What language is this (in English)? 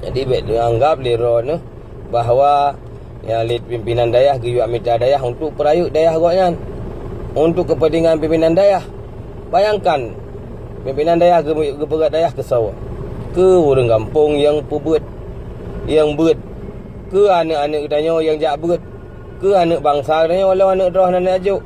Achinese